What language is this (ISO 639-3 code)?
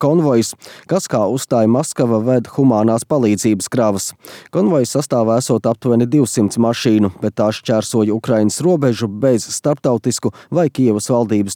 lav